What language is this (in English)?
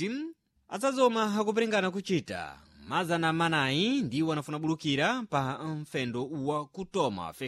Sena